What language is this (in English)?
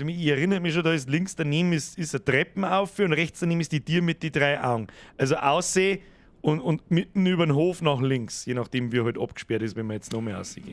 Bavarian